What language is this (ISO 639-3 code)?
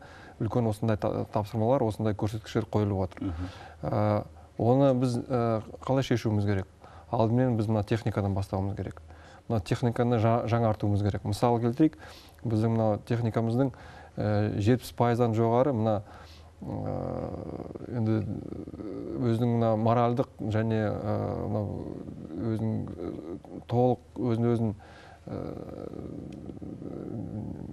kaz